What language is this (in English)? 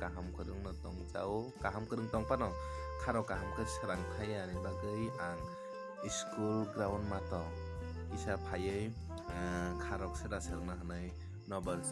Kok Borok